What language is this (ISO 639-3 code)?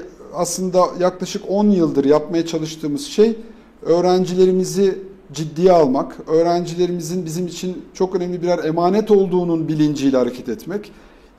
tur